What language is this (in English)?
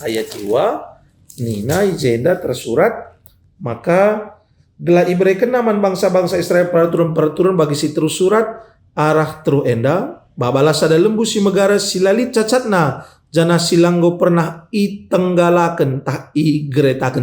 Batak Karo